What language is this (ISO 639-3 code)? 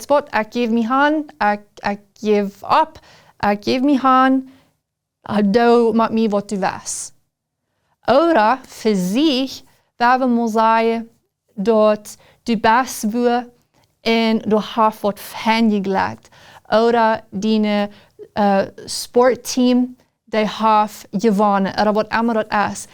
pdt